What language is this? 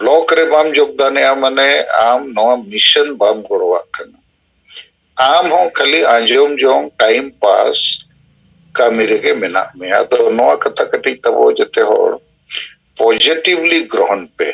Santali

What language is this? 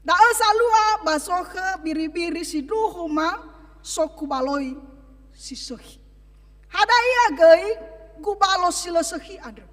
Nias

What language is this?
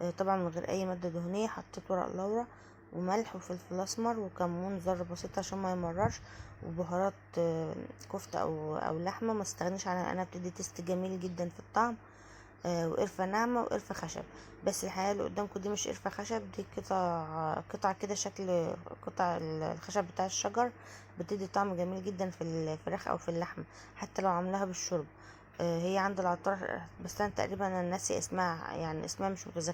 Egyptian Arabic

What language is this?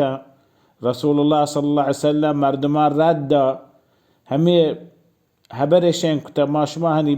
Baluchi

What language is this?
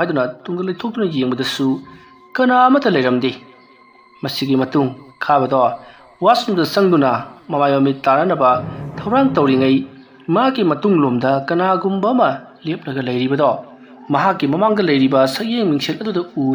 Manipuri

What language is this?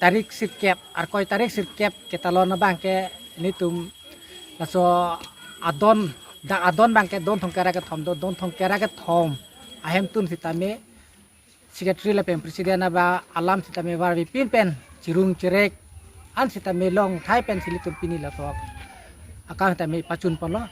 Karbi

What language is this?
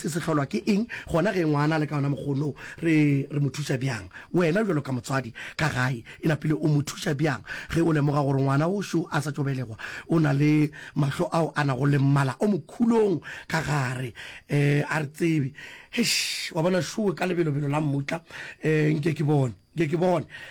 Northern Sotho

